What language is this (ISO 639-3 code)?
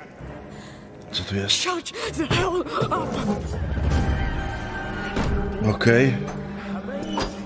pol